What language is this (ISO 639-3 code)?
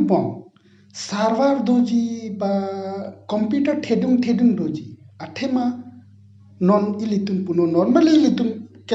mjw